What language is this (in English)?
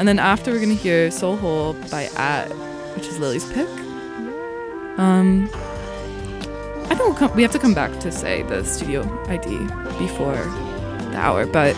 English